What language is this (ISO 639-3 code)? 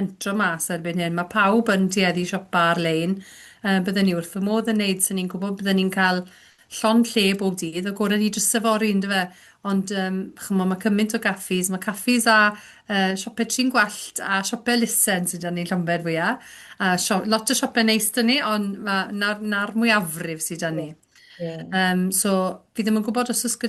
cym